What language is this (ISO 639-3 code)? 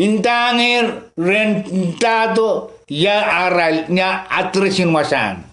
pon